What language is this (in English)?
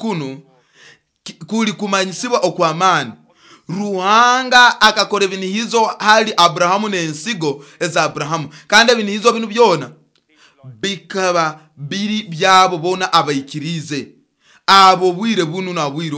Nyoro